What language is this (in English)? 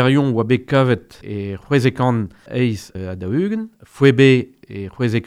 Breton